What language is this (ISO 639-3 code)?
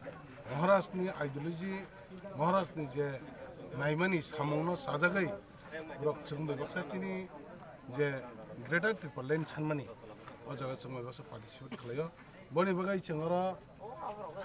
trp